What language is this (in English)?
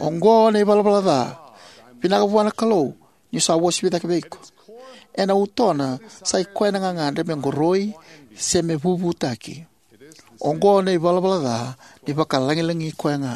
Fijian